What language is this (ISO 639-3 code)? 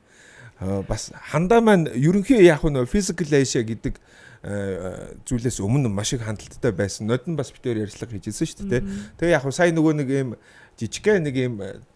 mon